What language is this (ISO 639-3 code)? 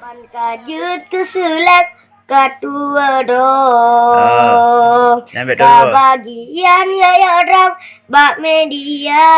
ace